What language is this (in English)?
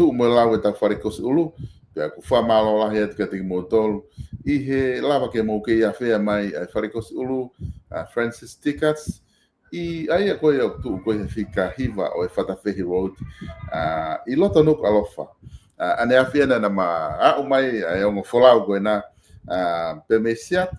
Tongan